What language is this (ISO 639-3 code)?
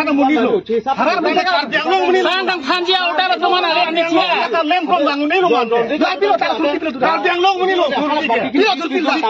mjw